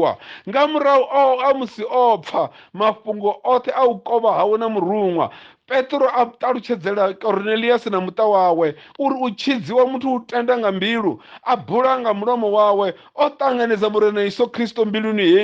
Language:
Venda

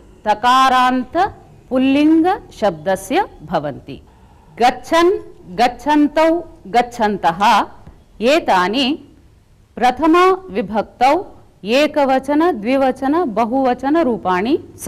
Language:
Sanskrit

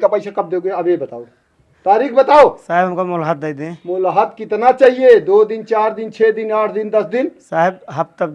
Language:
Awadhi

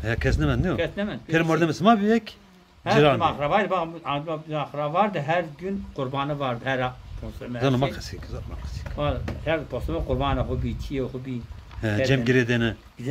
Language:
Zaza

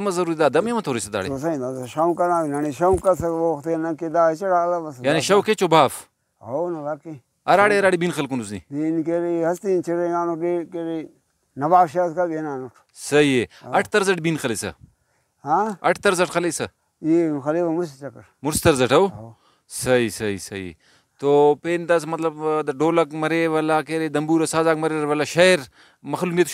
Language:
Brahui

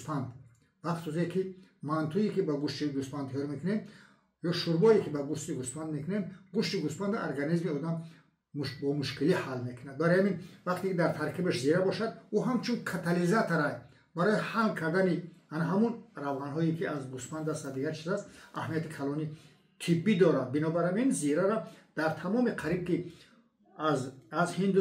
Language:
Tajik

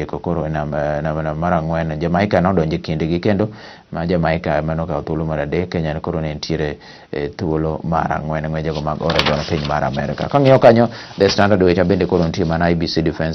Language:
Luo (Kenya and Tanzania)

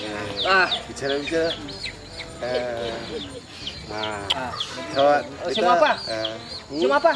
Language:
Ambonese Malay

